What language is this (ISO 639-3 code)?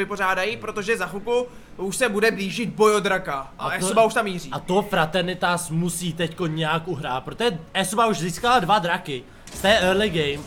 ces